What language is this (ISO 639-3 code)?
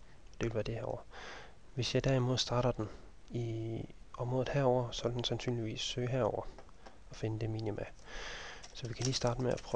dan